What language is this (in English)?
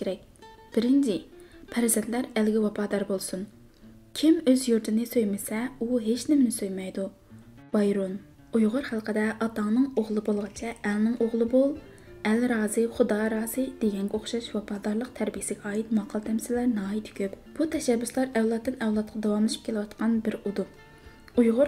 Uyghur